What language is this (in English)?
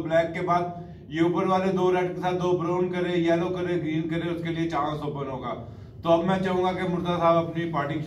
Hindi